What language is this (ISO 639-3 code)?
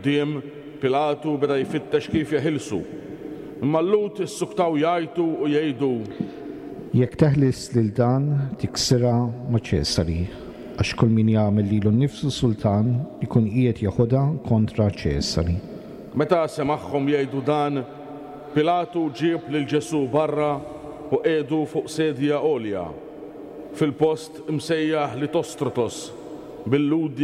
mlt